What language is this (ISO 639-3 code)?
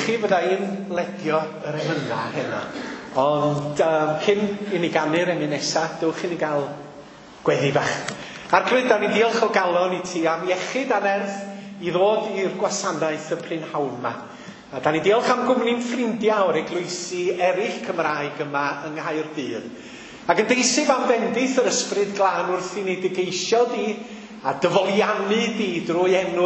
cym